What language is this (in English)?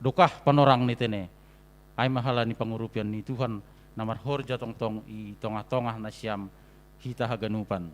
Batak Simalungun